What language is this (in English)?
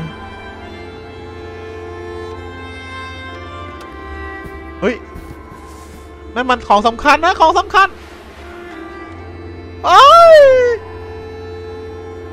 Thai